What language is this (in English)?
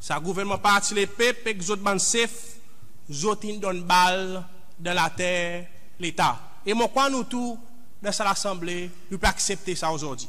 Seselwa Creole French